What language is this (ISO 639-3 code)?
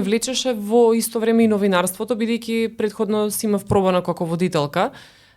mkd